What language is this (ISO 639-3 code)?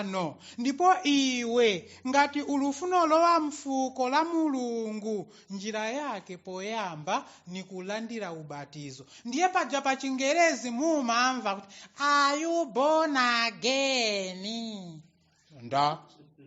nya